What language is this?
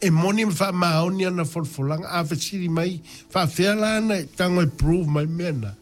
Samoan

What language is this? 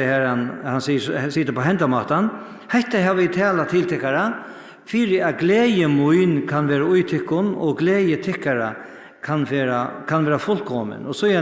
Faroese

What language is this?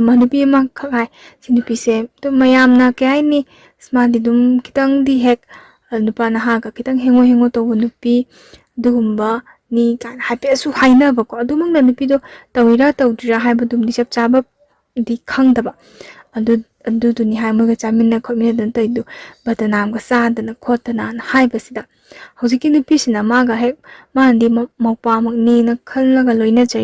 Manipuri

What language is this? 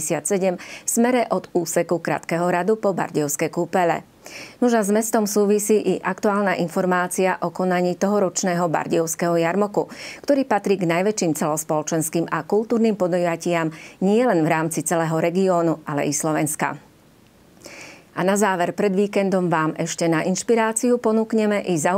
Slovak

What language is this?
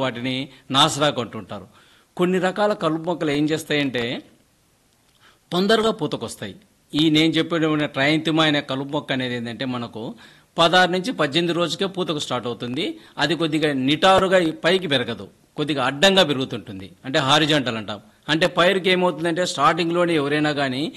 Telugu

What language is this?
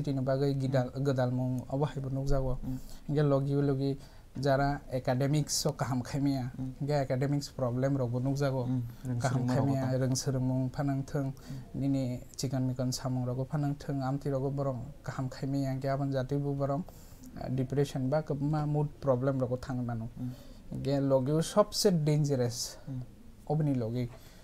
Kok Borok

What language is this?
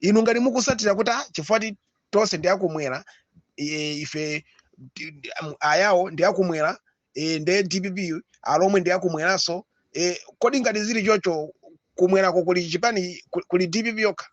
Nyanja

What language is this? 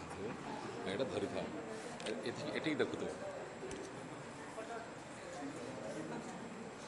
Odia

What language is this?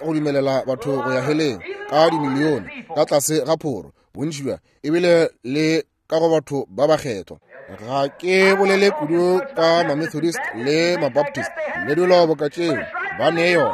Northern Sotho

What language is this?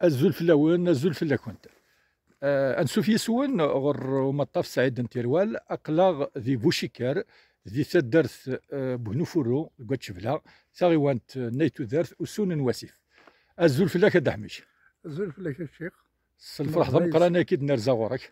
Kabyle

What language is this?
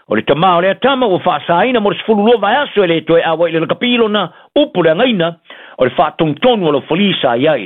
Samoan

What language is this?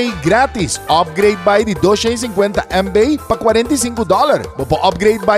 Papiamento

